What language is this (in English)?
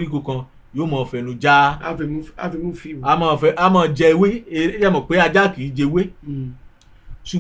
Yoruba